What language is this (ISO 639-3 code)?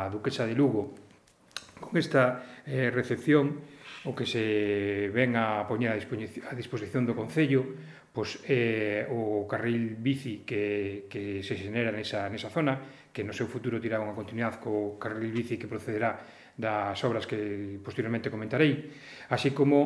glg